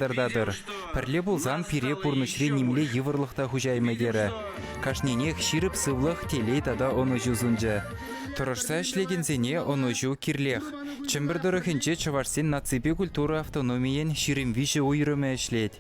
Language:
Chuvash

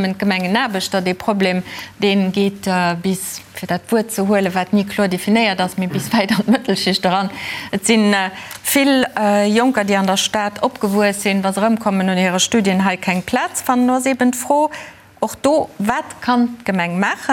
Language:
Luxembourgish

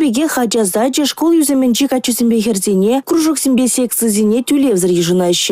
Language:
Chuvash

